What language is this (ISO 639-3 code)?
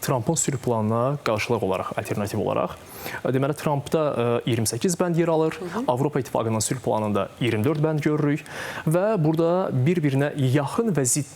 aze